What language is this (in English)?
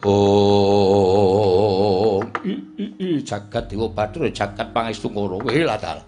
Javanese